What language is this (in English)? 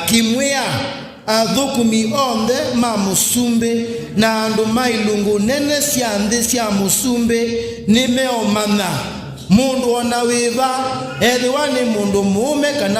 Kamba